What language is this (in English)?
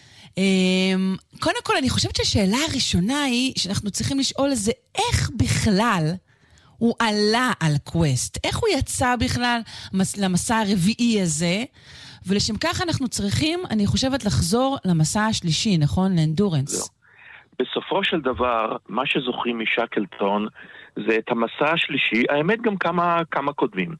Hebrew